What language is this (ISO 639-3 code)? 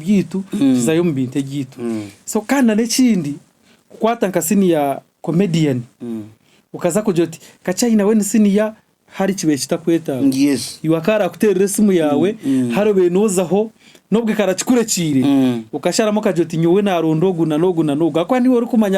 nyn